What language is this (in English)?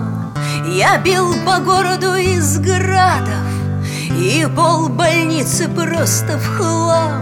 Russian